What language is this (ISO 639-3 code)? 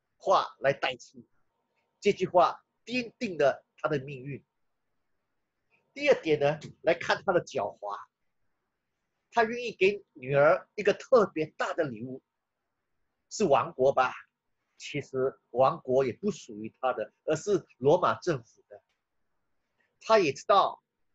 zho